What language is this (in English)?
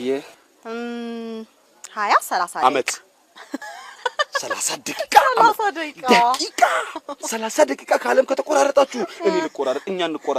Amharic